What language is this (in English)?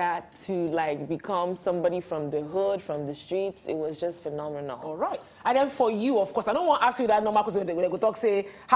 Nigerian Pidgin